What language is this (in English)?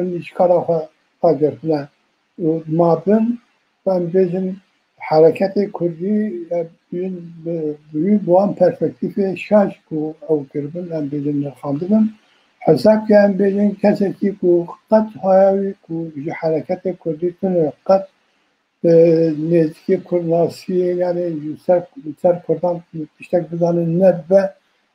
Kurdish